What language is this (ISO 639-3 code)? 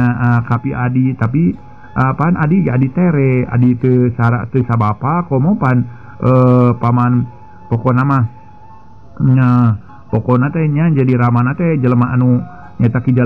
sun